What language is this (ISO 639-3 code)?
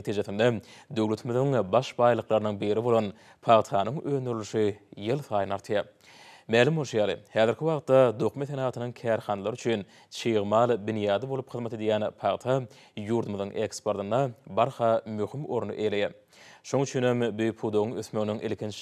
tuk